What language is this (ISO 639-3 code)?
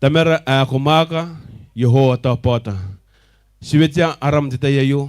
gil